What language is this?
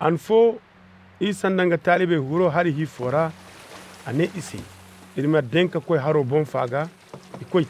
Zarma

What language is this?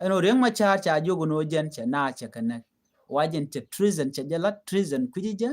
Nuer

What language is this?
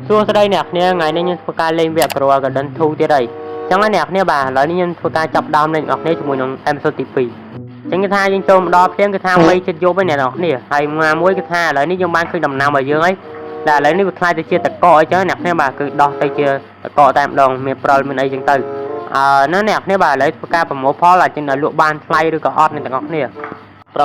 Khmer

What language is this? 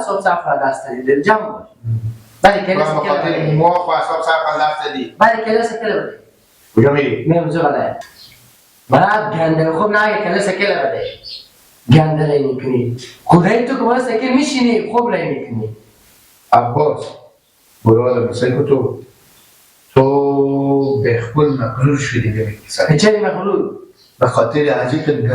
Hazaragi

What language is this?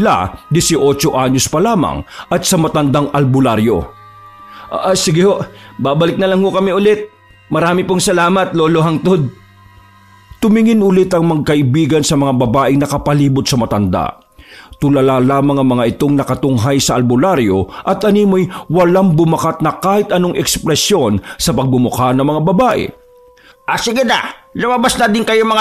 Filipino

